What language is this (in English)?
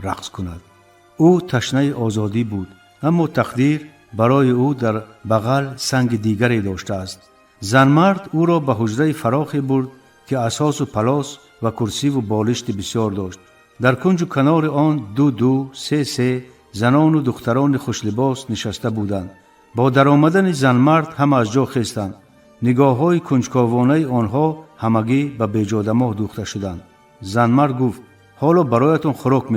Tajik